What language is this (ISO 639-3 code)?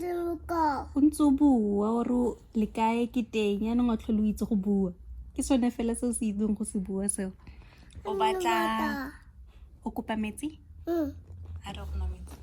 tsn